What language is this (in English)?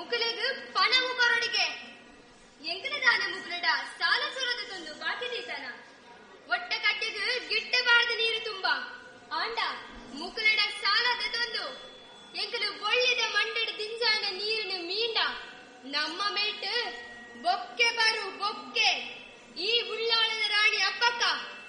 Tulu